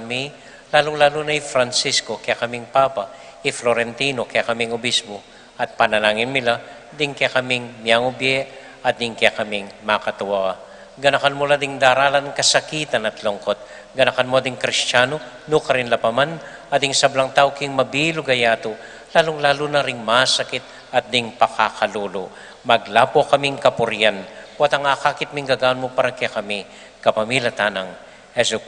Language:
Pampanga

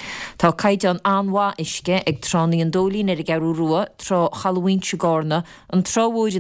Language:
Irish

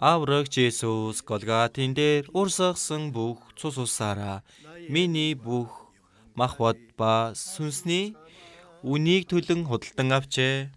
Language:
Mongolian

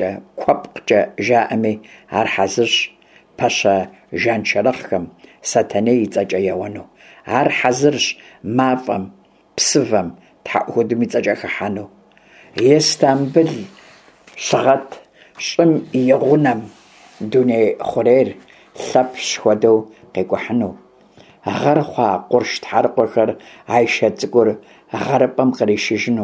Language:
Kabardian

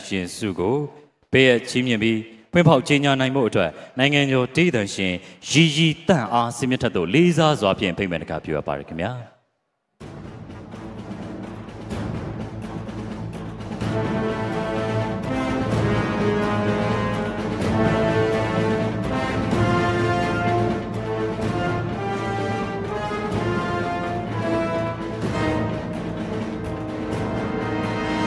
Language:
Burmese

